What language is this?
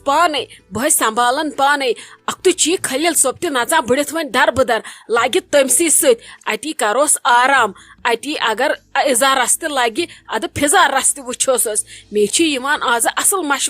Kashmiri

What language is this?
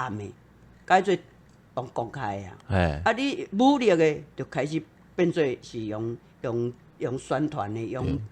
Min Nan Chinese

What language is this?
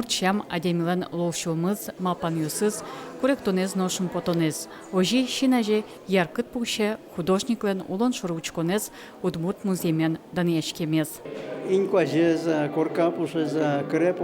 Udmurt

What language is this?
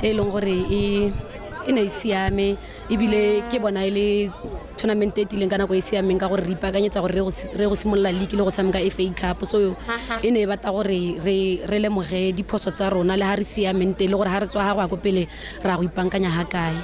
Tswana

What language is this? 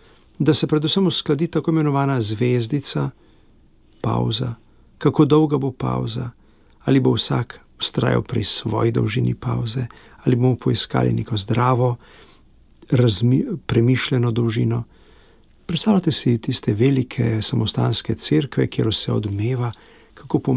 Slovenian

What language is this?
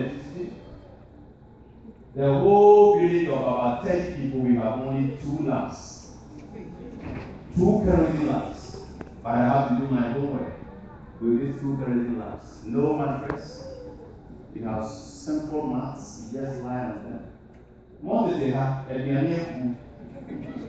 English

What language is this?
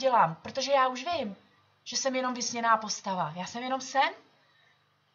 Czech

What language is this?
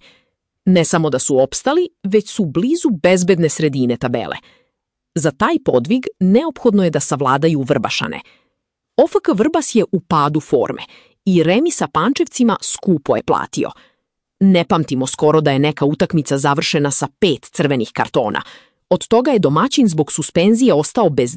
Serbian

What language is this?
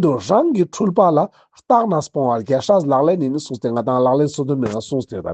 Ladakhi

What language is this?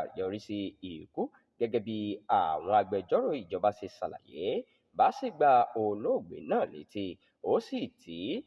Yoruba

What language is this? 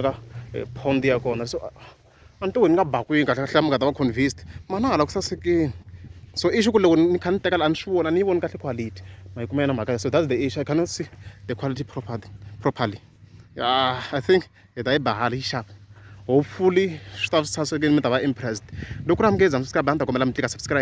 Tsonga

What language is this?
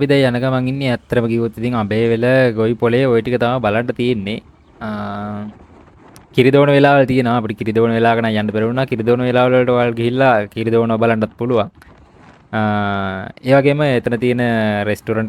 Sinhala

